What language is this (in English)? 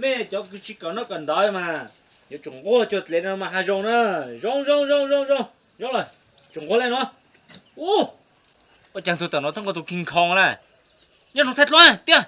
Hmong